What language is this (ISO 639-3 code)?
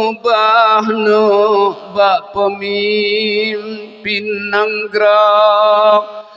ace